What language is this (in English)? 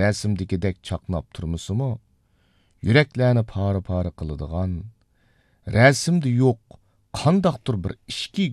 Uyghur